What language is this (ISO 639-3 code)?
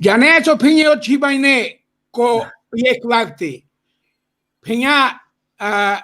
rmn